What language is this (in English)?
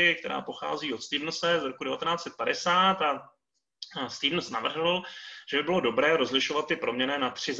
Czech